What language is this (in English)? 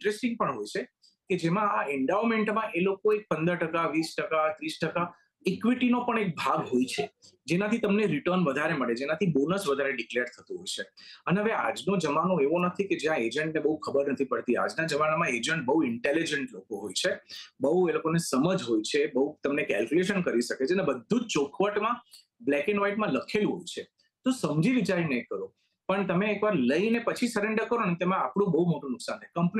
Gujarati